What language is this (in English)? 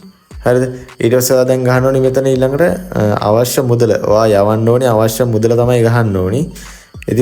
Sinhala